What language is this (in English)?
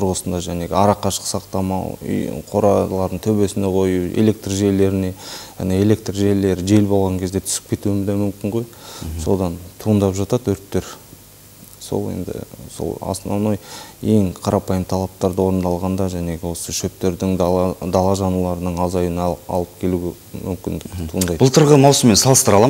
Kazakh